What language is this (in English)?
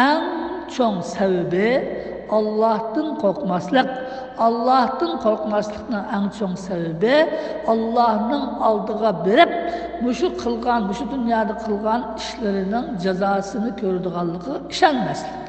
Uyghur